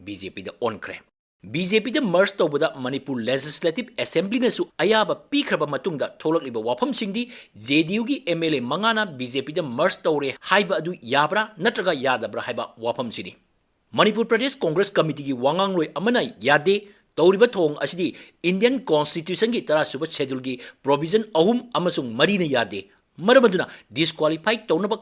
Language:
Manipuri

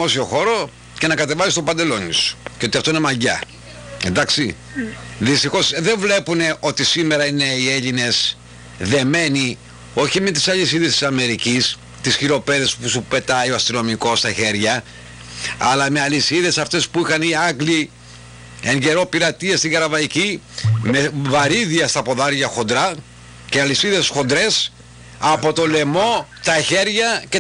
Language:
Greek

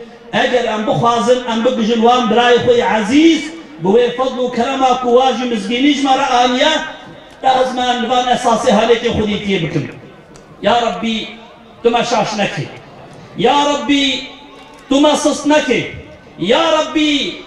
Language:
Kurdish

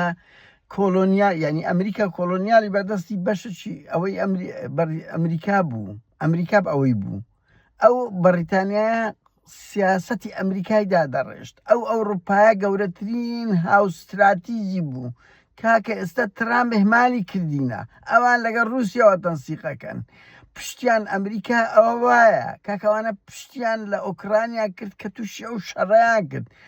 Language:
Central Kurdish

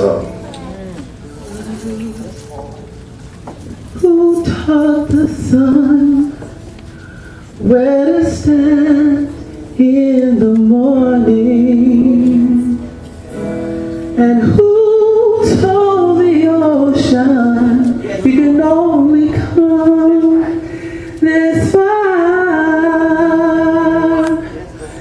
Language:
English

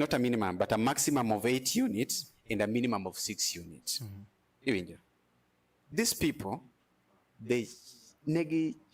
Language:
Luo (Kenya and Tanzania)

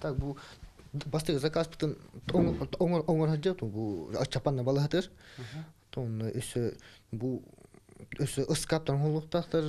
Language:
Yakut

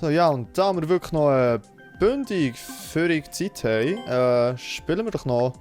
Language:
Swiss German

